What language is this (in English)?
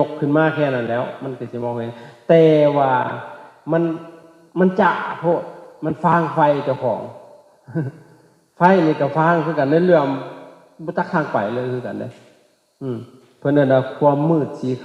Lao